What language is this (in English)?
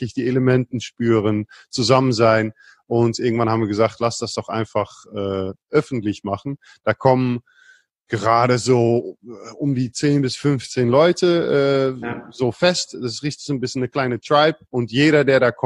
German